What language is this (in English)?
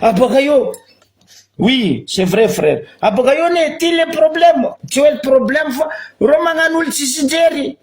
Malagasy